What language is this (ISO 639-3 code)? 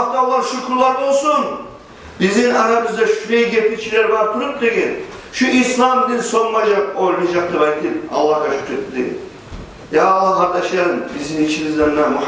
kum